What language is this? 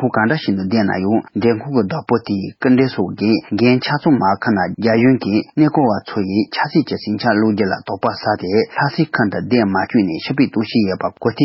Tibetan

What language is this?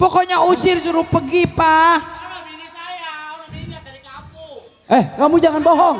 Betawi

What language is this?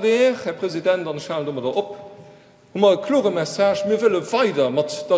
Luxembourgish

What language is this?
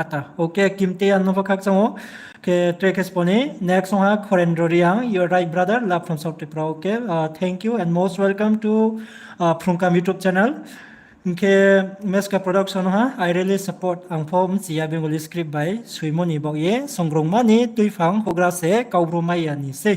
Riang (India)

